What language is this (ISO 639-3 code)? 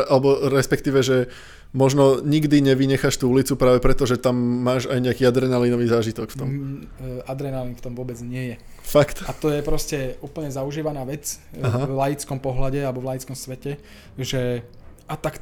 slk